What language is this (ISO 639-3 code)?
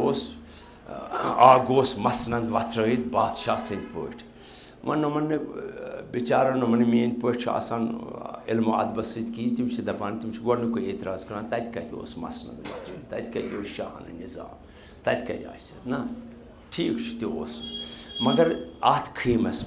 kas